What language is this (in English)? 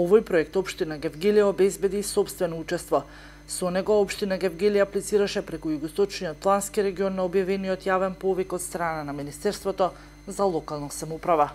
Macedonian